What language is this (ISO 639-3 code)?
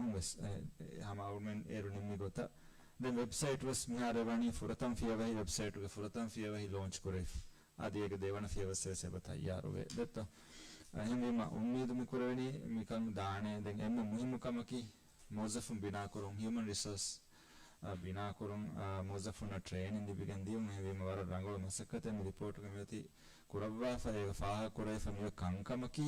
div